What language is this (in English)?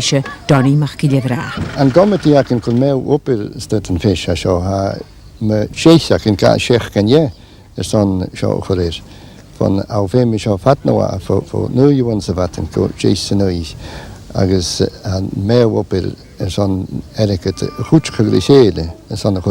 Scottish Gaelic